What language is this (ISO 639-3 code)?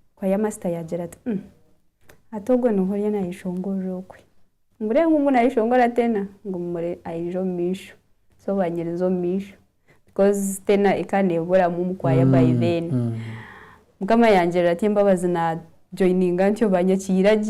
nyn